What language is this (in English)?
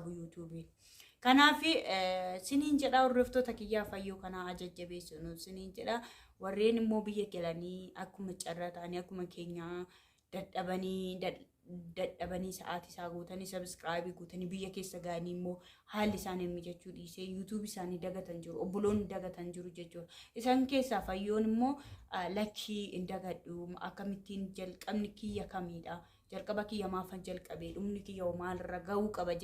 Oromo